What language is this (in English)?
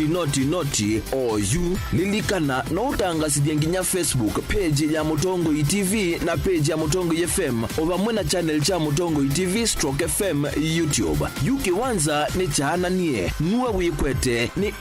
Kamba